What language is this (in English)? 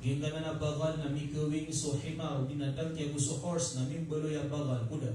Maranao